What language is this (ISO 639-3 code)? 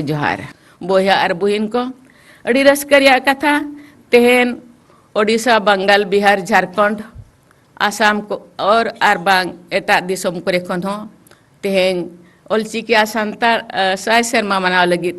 sat